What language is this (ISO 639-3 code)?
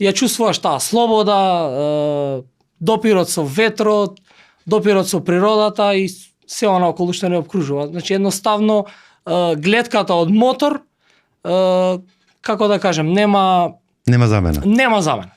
mkd